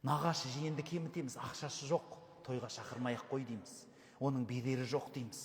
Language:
Kazakh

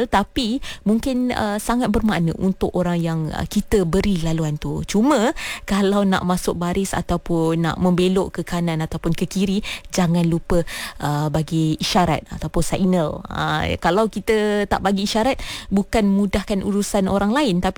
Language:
Malay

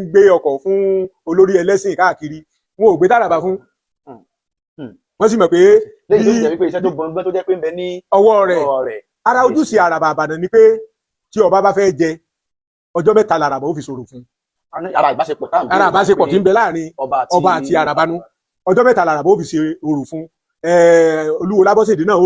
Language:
Yoruba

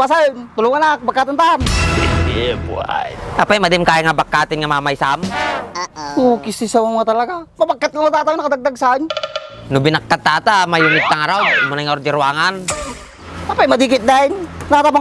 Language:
Iloko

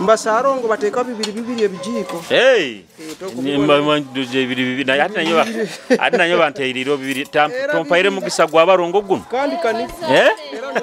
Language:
Nyoro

